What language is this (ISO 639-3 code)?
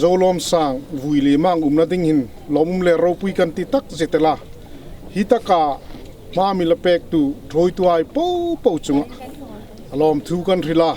hmr